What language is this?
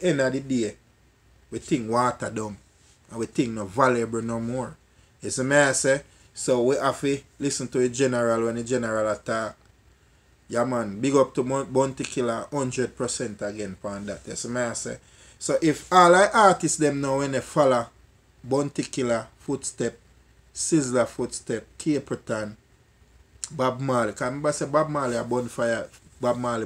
Jamaican Creole English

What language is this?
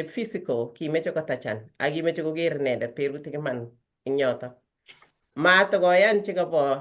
Kalenjin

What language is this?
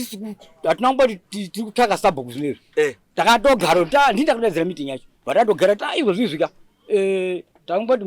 Shona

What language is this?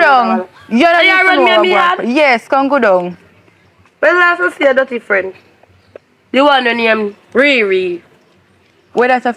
Jamaican Creole English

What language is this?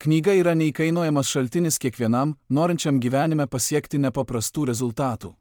Lithuanian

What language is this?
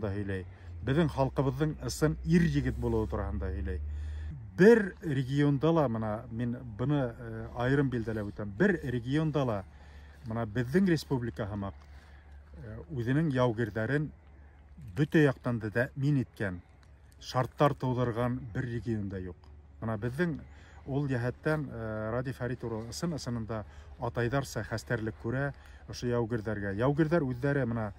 Bashkir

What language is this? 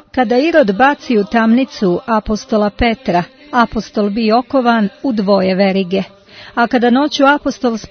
Croatian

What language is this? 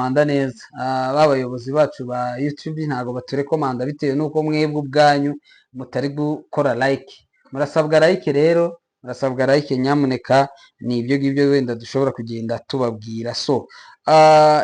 Kinyarwanda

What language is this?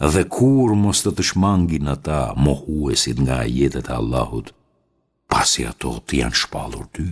Albanian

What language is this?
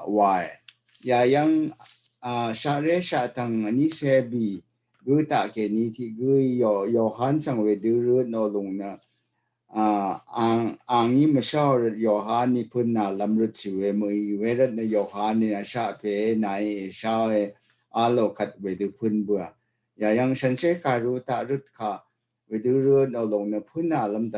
Rawang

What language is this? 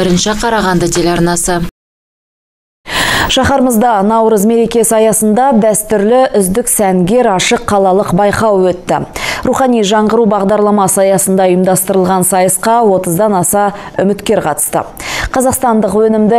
Kazakh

